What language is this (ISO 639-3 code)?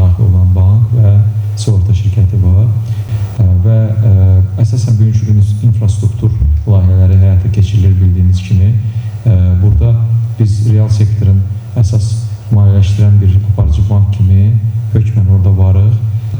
aze